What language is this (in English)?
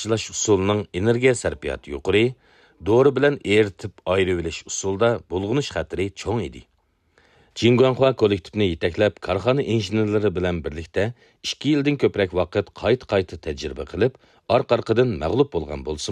Uyghur